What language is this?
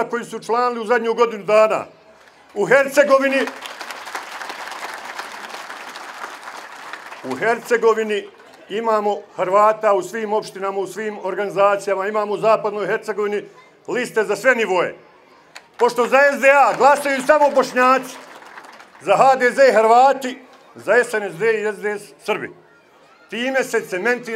Bosnian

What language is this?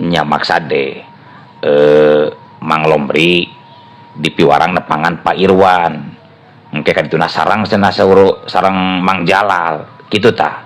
Sundanese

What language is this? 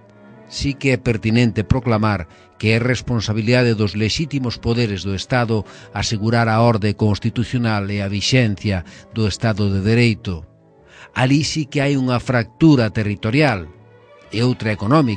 Galician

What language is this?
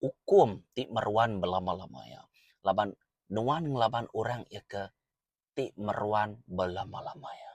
Iban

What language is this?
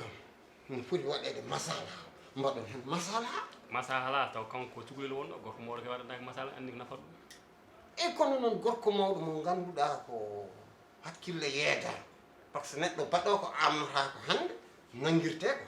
Fula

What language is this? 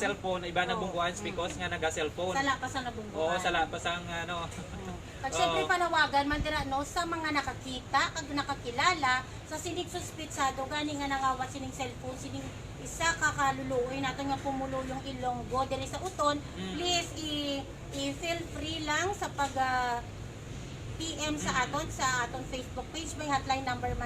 Hiligaynon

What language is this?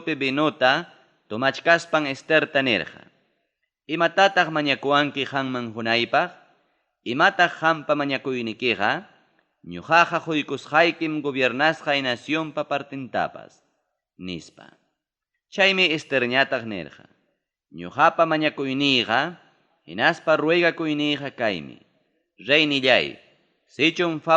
Ayacucho Quechua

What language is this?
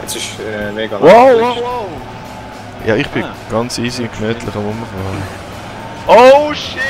Swiss German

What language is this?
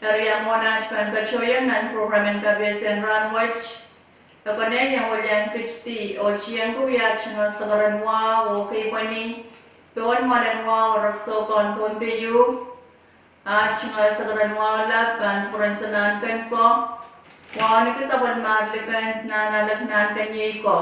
Pohnpeian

